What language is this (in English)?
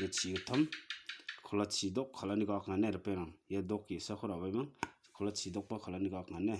Garo